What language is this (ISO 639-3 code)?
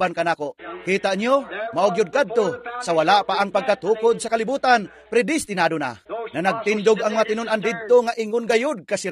ceb